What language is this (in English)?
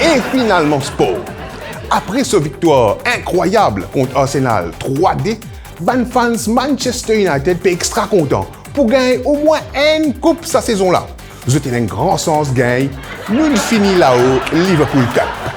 Morisyen